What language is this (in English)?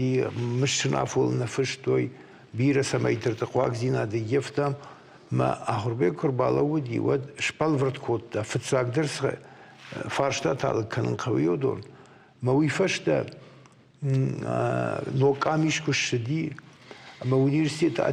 Ossetic